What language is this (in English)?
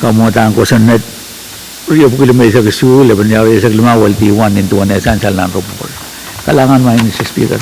Pohnpeian